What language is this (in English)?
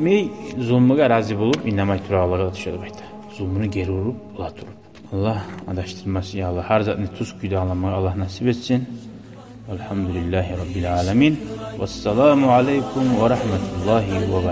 Kumyk